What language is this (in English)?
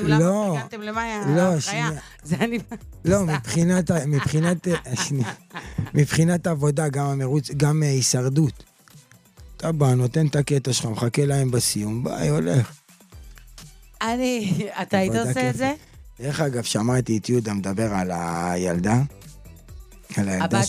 Hebrew